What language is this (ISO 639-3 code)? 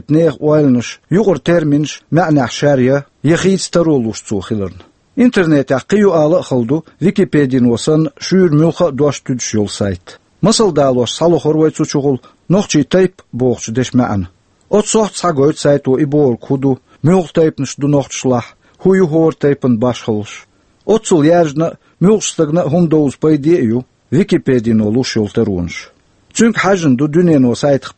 che